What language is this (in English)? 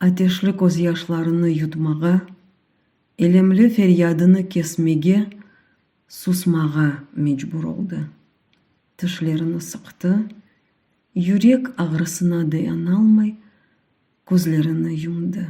Crimean Tatar